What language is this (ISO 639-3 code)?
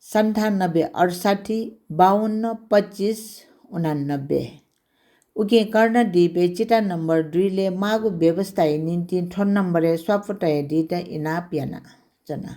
new